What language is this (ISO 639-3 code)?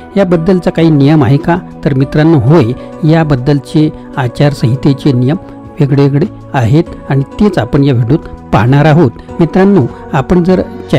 mar